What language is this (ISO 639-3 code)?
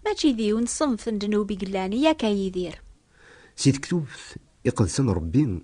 kab